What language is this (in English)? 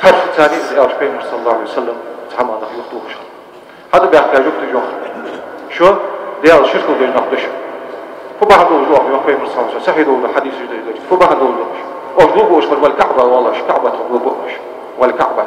Ingush